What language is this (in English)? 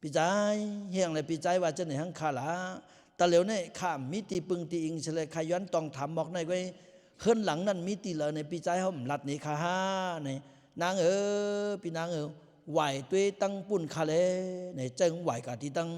Lao